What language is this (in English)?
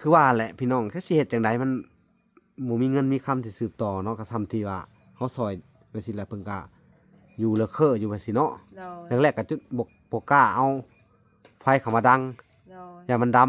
Lao